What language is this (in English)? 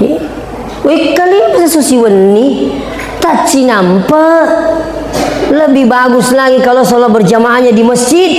Buginese